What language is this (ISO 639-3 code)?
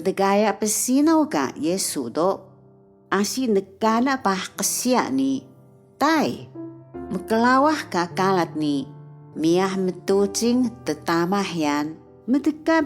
trv